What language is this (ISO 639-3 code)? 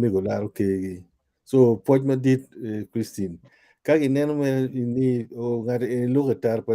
ach